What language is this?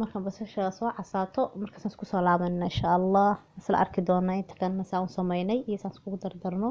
Somali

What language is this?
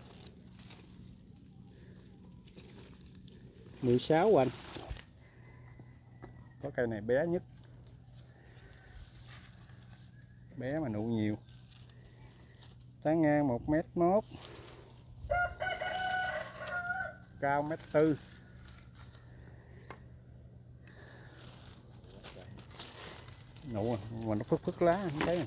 Vietnamese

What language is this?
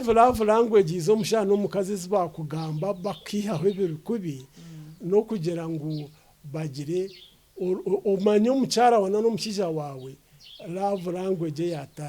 Nyankole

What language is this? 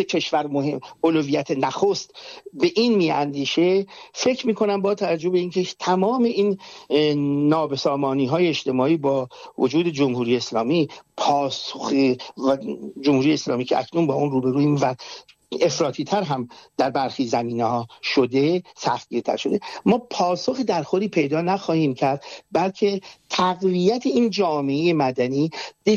Persian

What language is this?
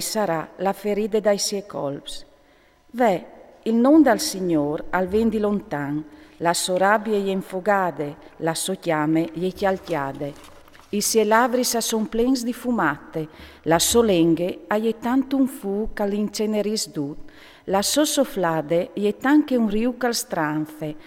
Friulian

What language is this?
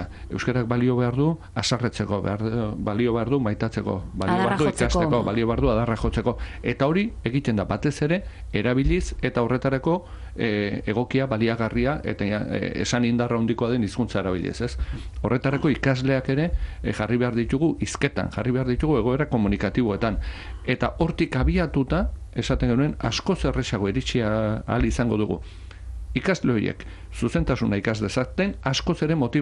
Basque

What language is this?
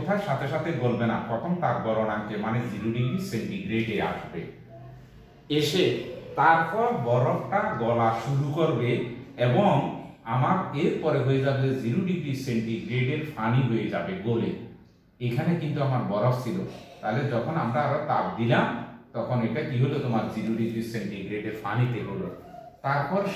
Bangla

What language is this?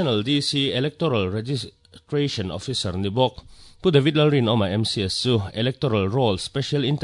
Mizo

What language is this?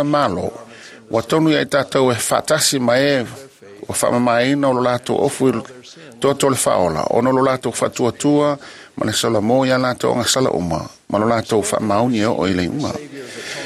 Samoan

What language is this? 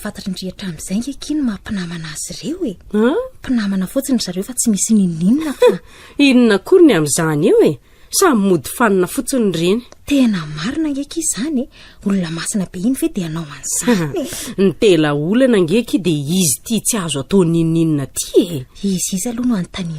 Malagasy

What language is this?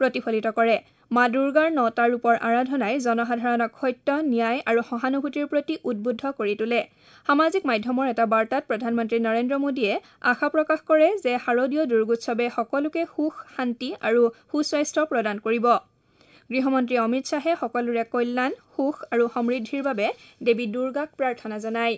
Assamese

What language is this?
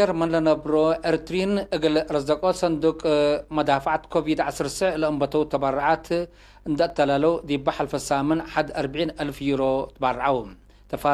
Tigre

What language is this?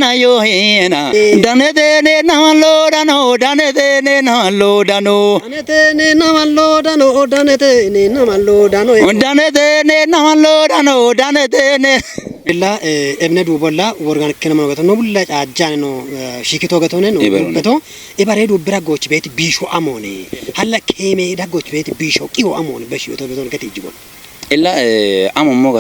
Kafa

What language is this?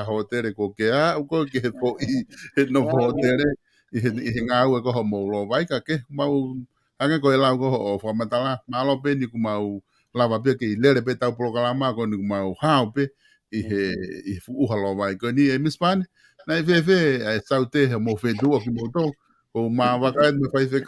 Tongan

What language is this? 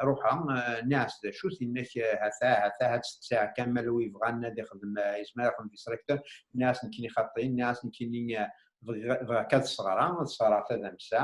Kabyle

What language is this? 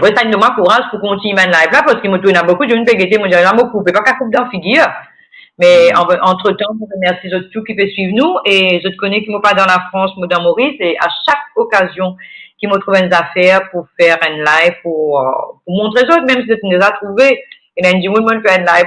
Morisyen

